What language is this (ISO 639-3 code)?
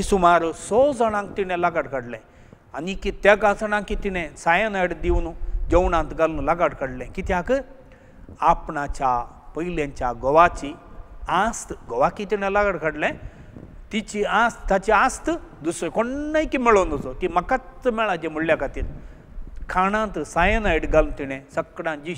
kok